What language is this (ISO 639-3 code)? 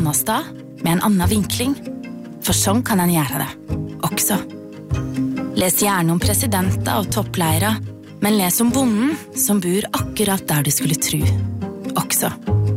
nor